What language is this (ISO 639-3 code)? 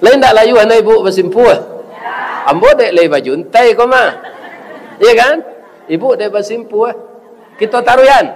min